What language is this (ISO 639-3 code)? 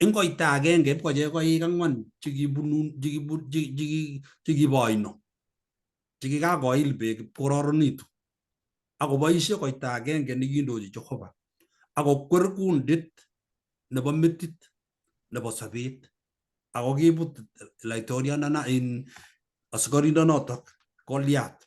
kln